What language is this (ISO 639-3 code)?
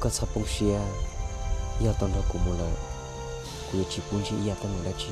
hmn